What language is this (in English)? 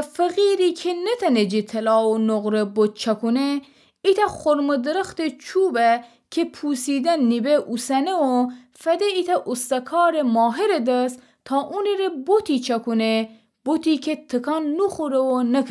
Gilaki